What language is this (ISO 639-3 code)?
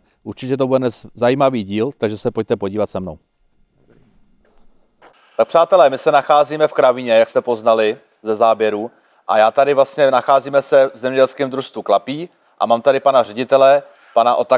ces